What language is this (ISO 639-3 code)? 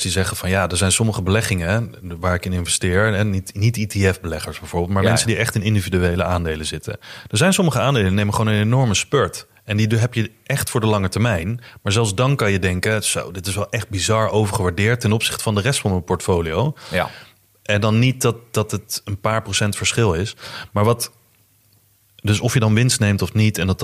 nld